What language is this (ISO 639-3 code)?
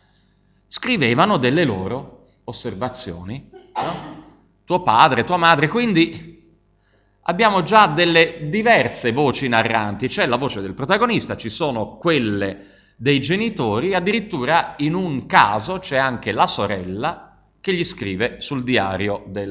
ita